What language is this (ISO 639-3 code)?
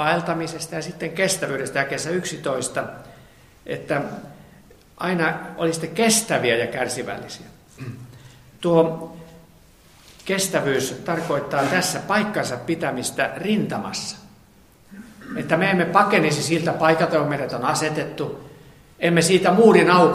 fin